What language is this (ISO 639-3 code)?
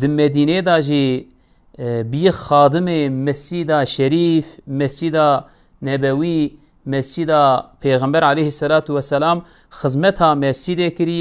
kur